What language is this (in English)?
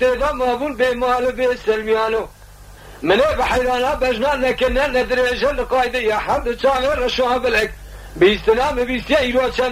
Kurdish